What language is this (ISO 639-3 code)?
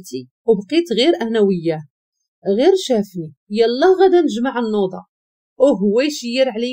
ary